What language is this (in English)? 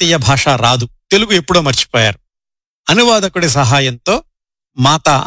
Telugu